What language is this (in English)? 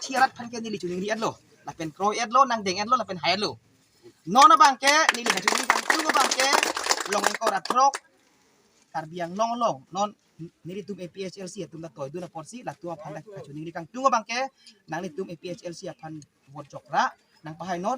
Karbi